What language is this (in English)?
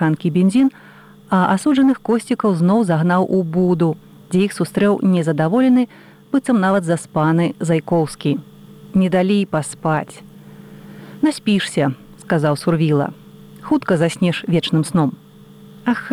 Belarusian